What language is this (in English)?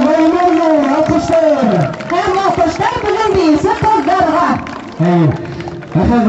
Bashkir